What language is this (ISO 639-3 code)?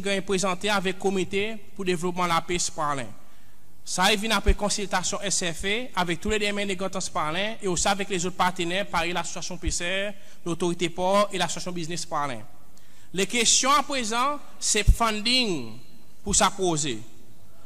crs